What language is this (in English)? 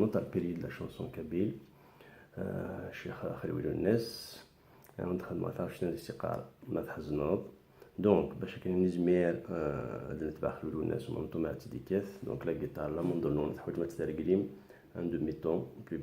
Kabyle